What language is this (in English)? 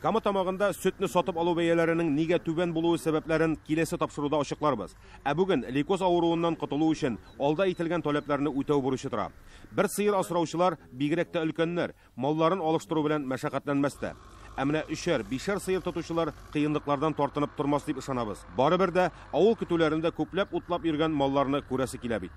Tatar